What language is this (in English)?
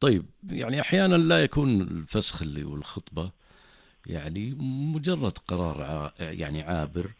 Najdi Arabic